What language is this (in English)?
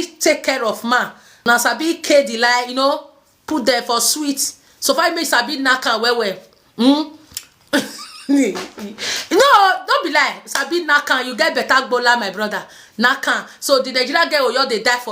Nigerian Pidgin